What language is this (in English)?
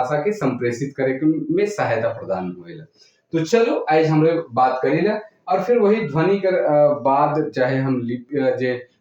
Sadri